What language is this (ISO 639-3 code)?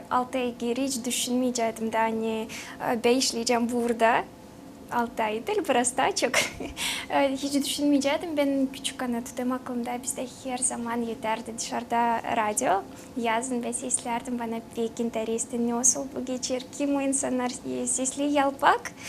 gag